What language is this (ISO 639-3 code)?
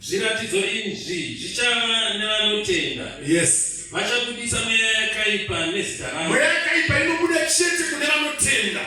sna